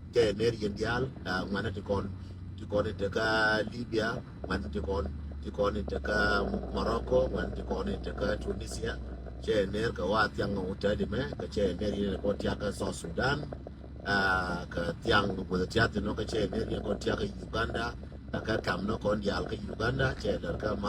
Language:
Nuer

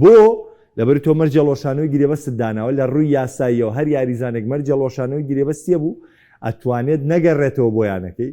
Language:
Central Kurdish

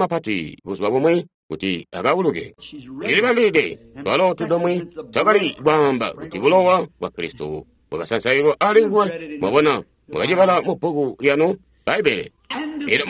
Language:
Tonga (Zambia)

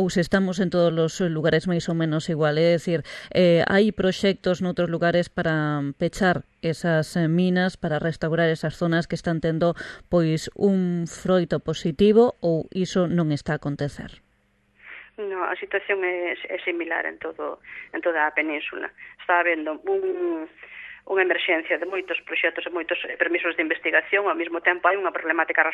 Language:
Galician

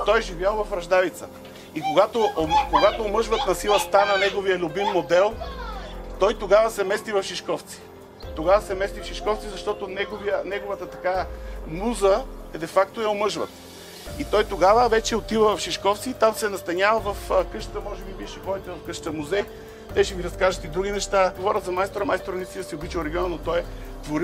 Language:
Bulgarian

